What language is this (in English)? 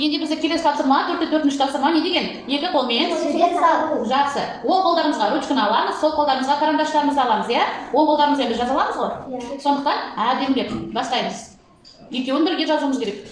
Kazakh